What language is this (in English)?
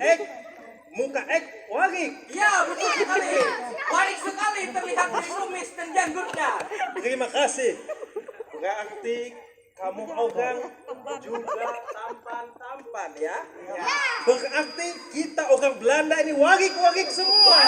Banjar